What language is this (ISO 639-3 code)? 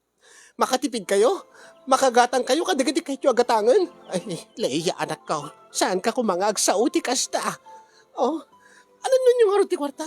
ilo